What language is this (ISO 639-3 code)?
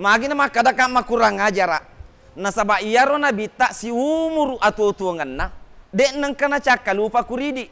bug